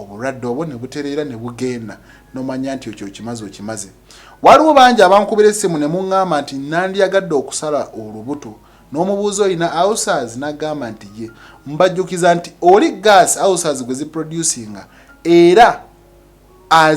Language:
Ganda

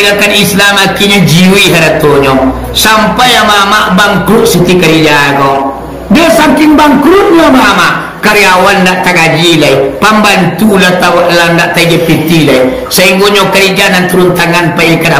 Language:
Minangkabau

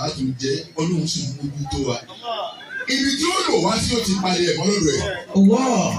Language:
Yoruba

